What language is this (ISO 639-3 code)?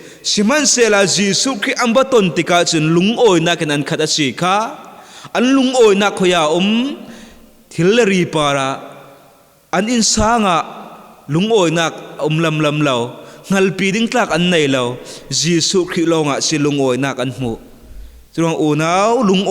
cfm